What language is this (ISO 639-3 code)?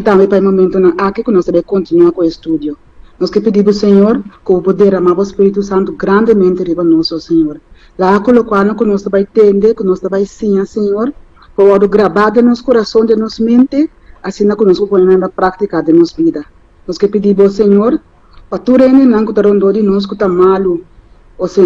pap